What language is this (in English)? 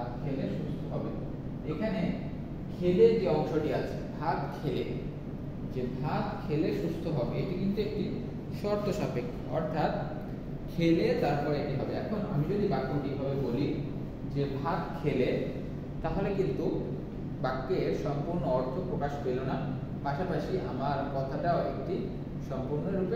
Bangla